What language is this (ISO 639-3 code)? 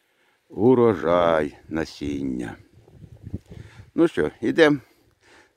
ukr